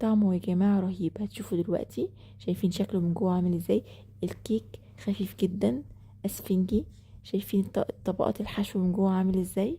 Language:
Egyptian Arabic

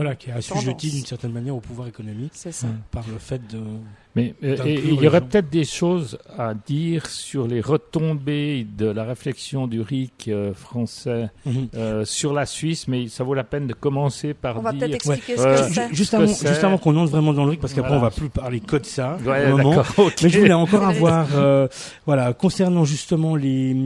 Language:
French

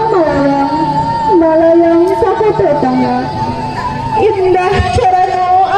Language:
Minangkabau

